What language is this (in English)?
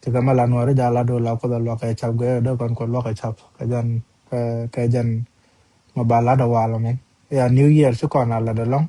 Nuer